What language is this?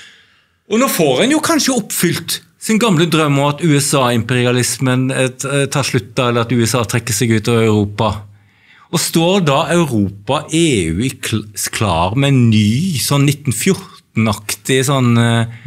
Norwegian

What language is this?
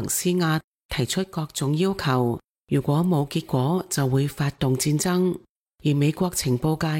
Cantonese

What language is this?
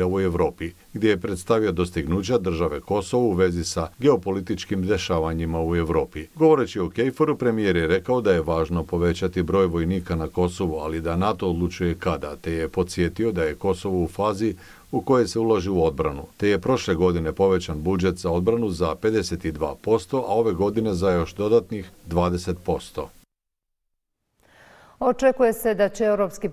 Bosnian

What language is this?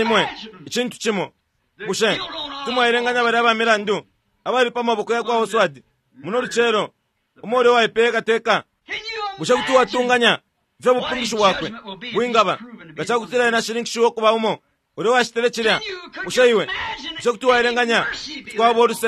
Bemba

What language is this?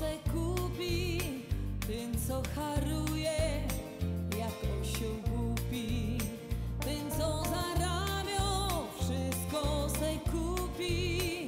Silesian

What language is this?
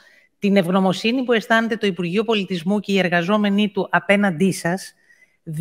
Greek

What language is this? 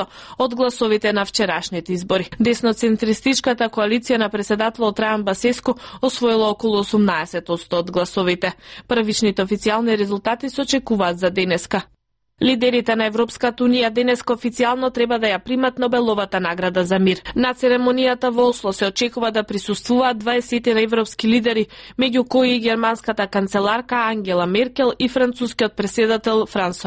Macedonian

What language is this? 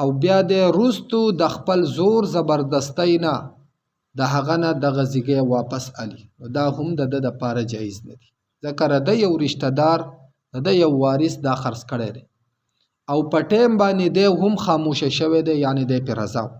Pashto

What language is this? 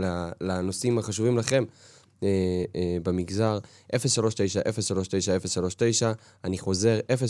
Hebrew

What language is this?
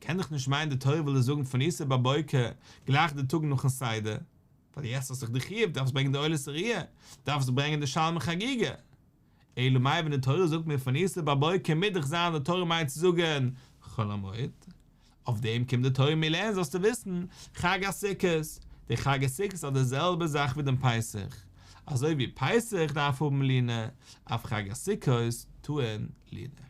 Yiddish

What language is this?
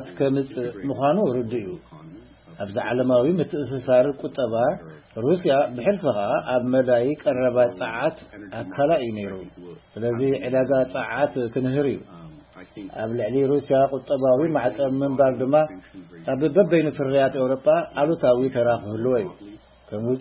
Tigrinya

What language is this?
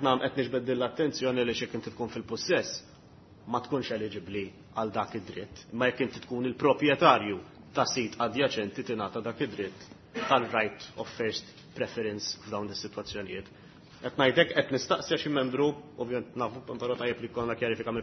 Maltese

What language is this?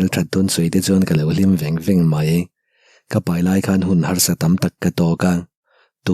Mizo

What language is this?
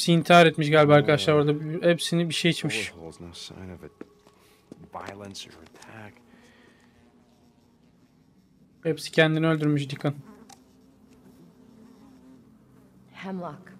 Turkish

